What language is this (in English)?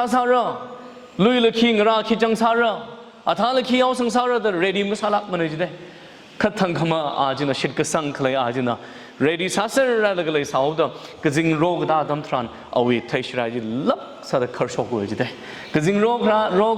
Tangkhul Naga (India)